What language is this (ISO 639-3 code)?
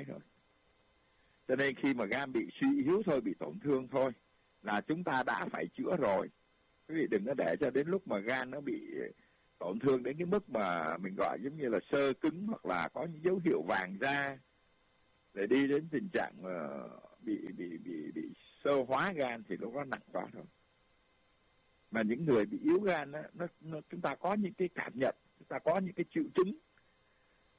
vie